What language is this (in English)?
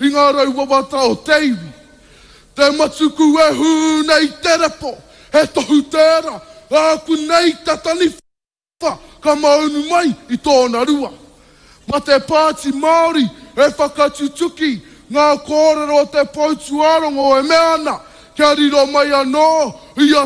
Māori